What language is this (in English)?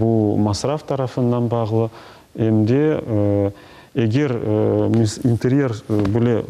Crimean Tatar